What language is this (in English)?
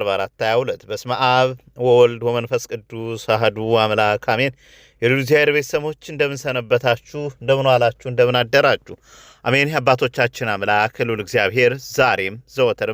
Amharic